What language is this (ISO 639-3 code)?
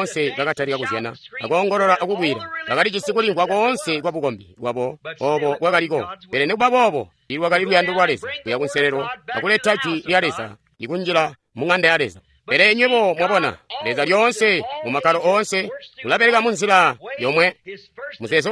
toi